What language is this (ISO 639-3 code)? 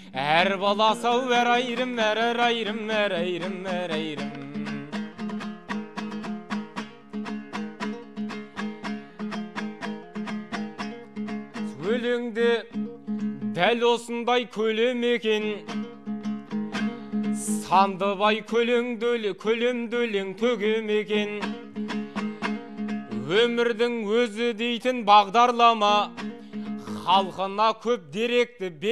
kaz